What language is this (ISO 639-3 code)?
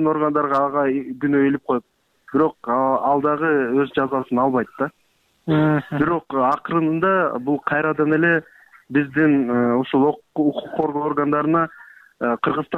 kir